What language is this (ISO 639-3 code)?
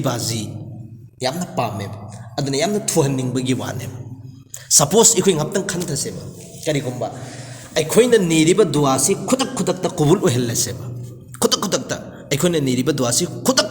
mni